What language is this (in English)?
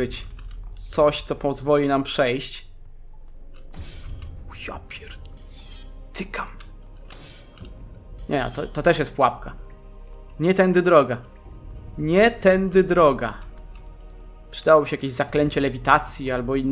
Polish